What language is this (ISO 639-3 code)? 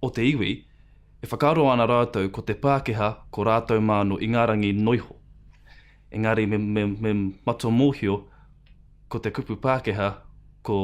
mri